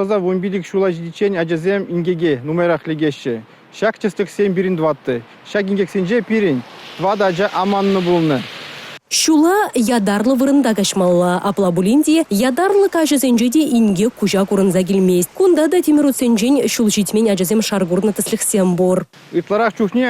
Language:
Chuvash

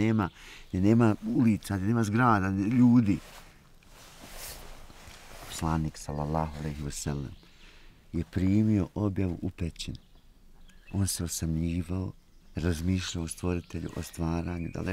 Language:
Bosnian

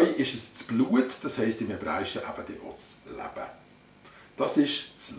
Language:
Swiss German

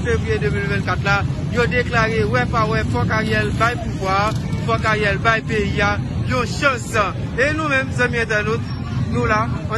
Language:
Haitian Creole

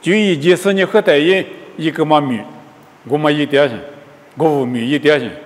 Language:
Lisu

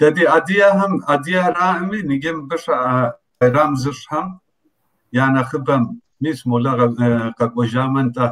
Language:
Kabardian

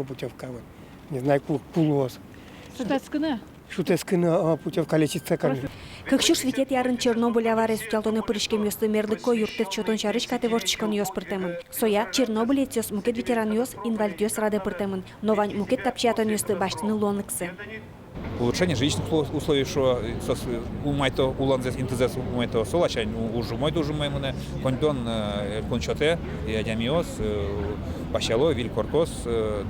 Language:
Udmurt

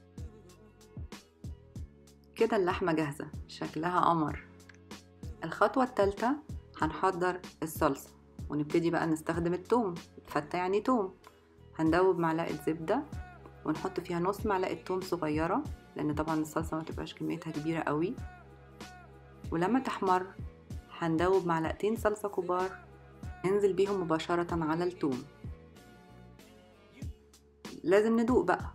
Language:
Egyptian Arabic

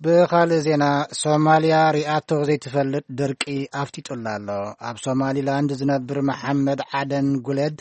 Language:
Tigrinya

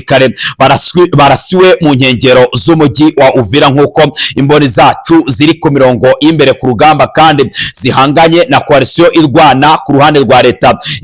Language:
Kinyarwanda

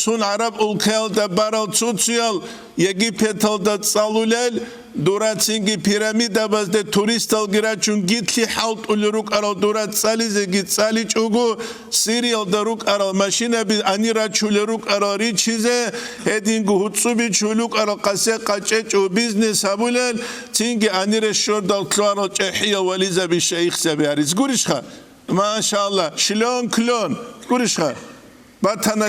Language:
Avaric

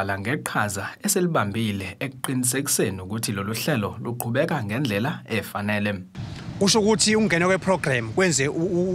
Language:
Zulu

